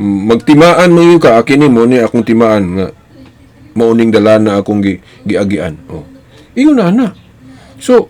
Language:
Cebuano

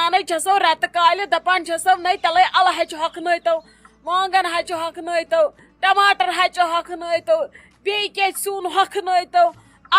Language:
Kashmiri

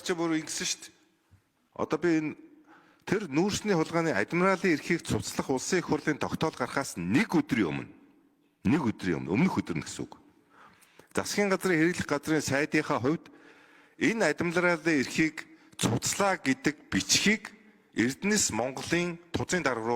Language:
Mongolian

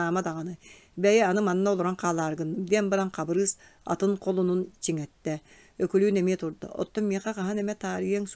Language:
Yakut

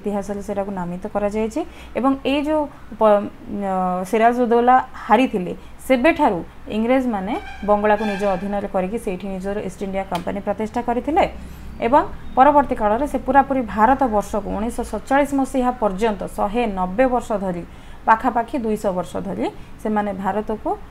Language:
Odia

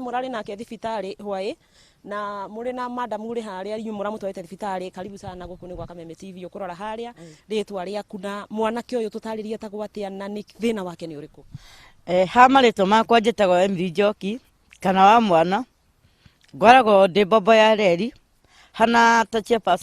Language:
Kikuyu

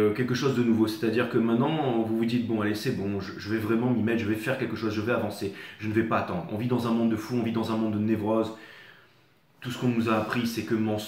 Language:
French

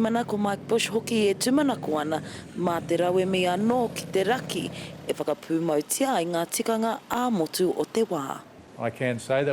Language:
Māori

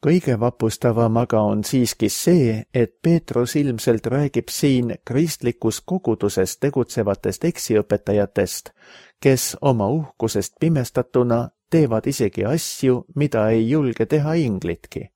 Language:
Estonian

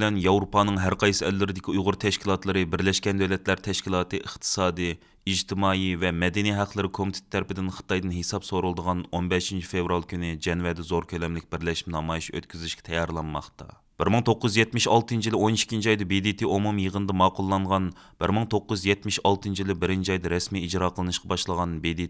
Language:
Uyghur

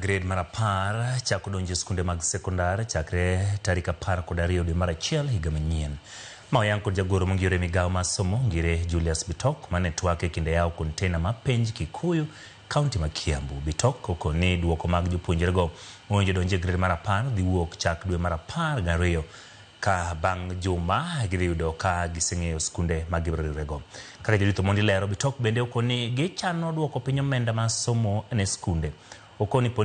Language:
Luo (Kenya and Tanzania)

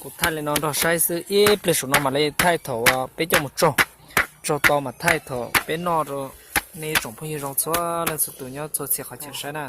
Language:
Hmong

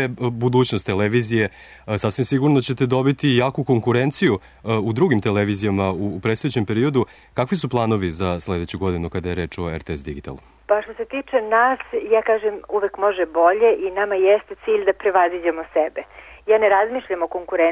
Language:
Serbian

